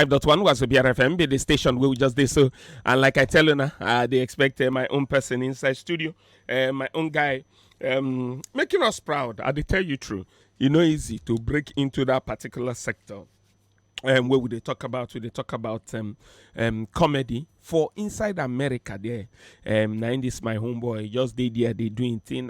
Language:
Nigerian Pidgin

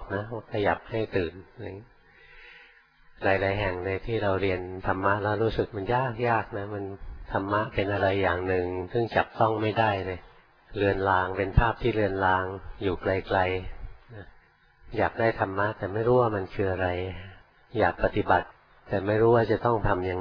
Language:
Thai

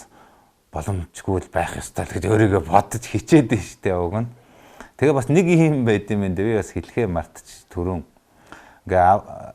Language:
Mongolian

